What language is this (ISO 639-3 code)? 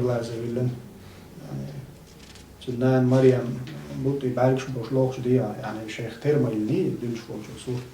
che